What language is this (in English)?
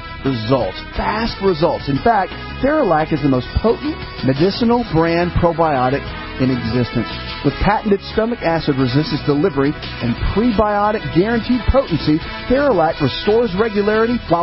English